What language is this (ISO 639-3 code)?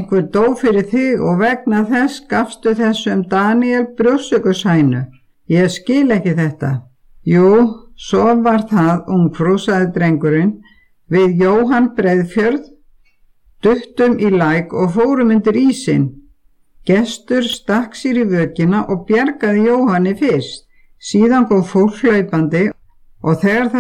isl